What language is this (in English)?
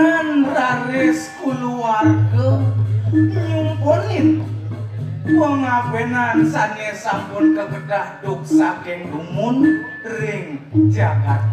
Balinese